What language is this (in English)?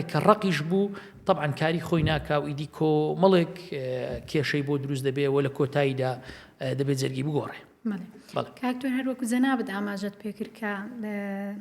Central Kurdish